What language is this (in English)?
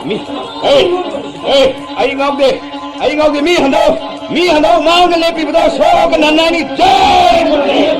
Manipuri